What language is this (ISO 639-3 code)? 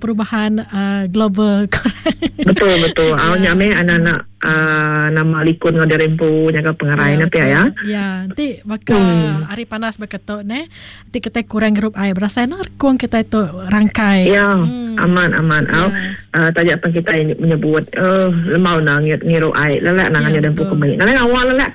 iba